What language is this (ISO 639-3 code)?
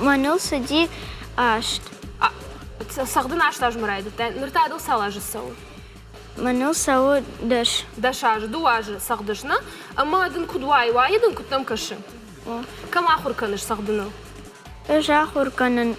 oss